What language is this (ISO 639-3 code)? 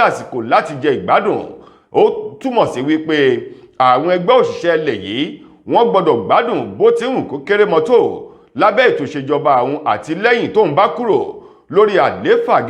yor